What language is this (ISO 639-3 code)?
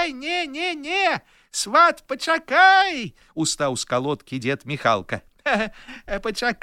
bel